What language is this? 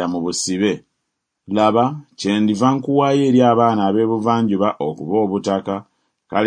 Ganda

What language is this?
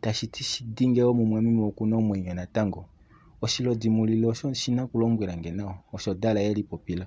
Kuanyama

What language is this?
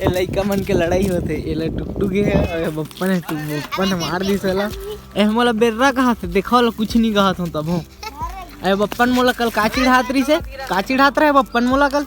Chhattisgarhi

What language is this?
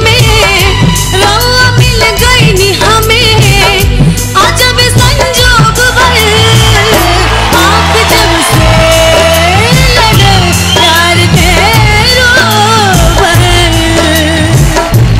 Bhojpuri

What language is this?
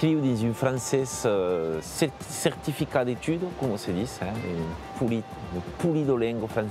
Occitan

